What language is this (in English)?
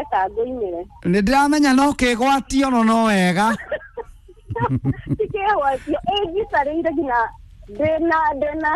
Kikuyu